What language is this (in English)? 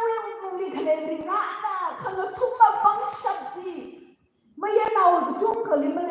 Tangkhul Naga (India)